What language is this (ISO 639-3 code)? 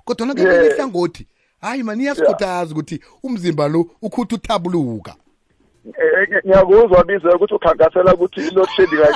nbl